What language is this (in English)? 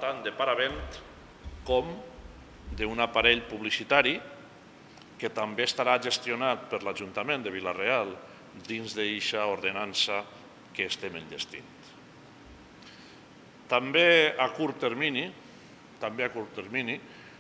Catalan